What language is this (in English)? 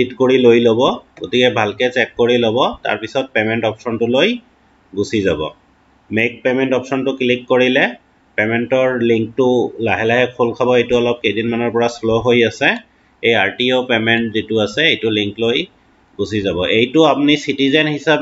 Assamese